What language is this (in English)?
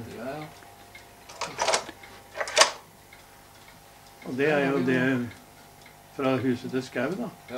Norwegian